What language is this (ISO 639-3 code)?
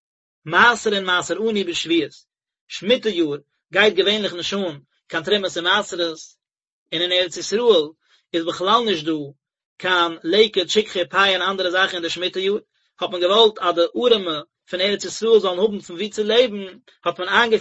yid